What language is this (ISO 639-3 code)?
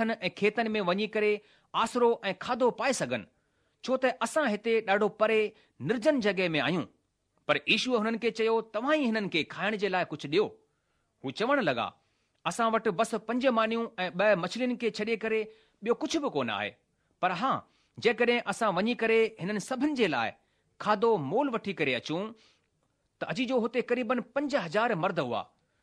snd